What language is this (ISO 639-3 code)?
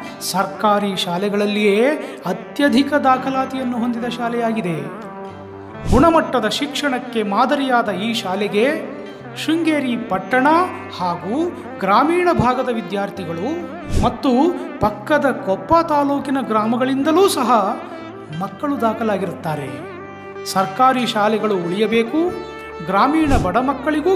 kan